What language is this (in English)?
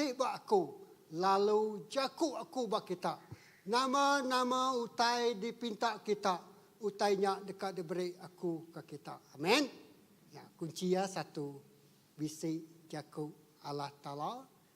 Iban